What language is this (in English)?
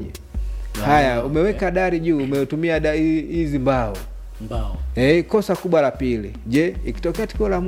Swahili